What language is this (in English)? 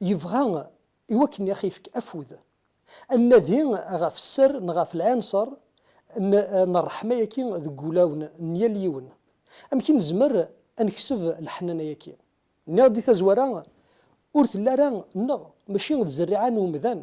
Kabyle